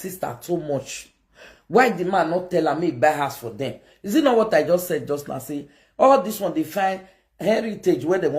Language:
Nigerian Pidgin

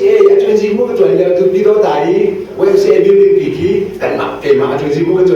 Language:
Hakha Chin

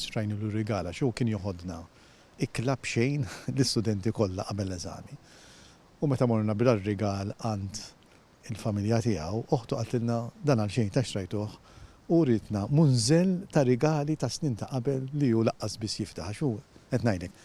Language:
Maltese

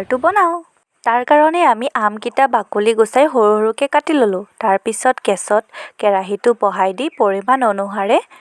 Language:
Assamese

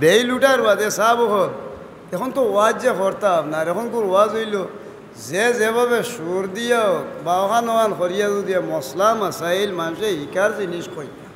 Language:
Sylheti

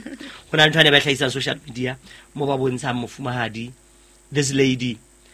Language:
Southern Sotho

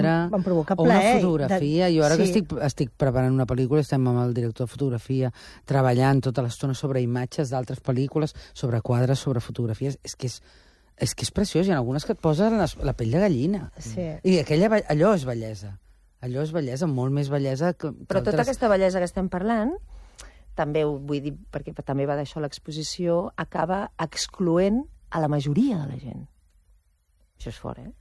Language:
Catalan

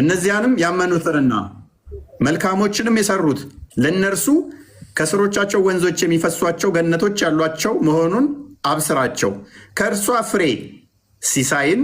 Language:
Amharic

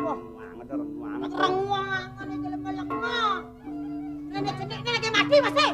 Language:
Balinese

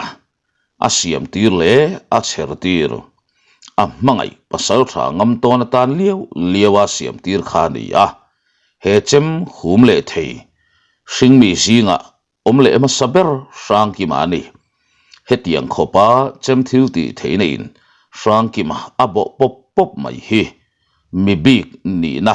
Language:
Mizo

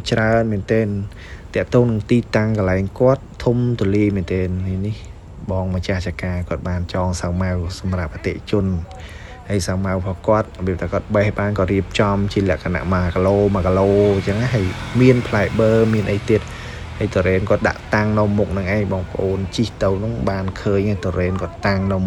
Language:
Khmer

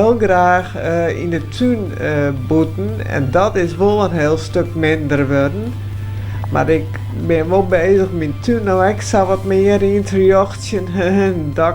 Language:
Western Frisian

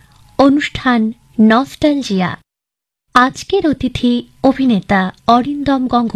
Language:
Bangla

